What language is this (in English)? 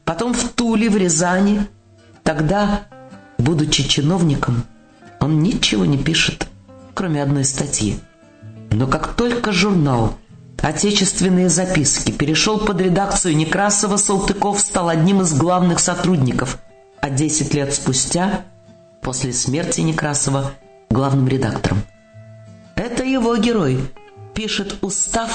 Russian